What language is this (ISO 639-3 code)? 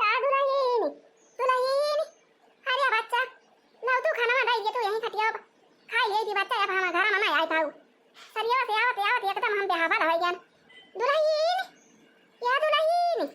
awa